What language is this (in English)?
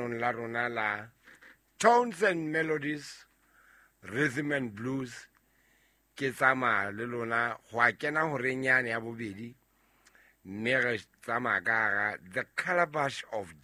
Southern Sotho